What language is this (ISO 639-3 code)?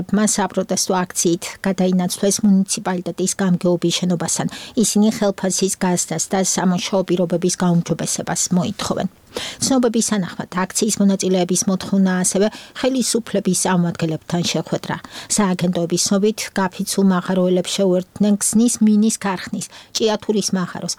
kat